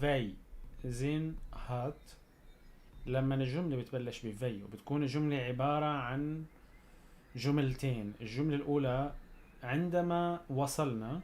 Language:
North Levantine Arabic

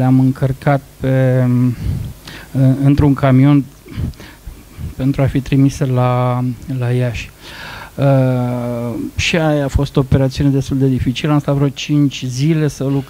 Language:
Romanian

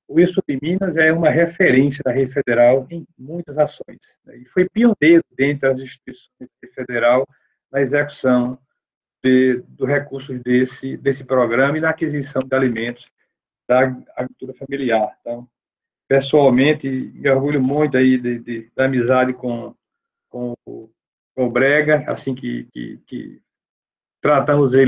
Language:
Portuguese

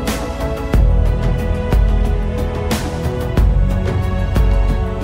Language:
Tamil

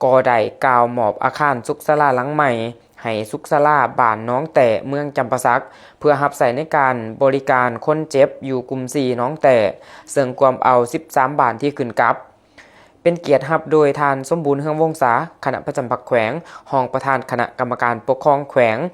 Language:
Lao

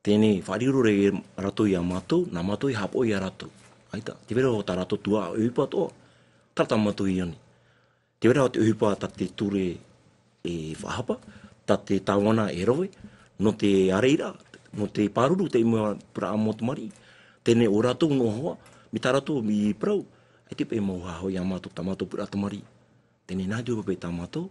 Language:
Tahitian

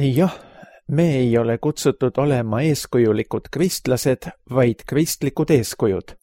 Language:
Estonian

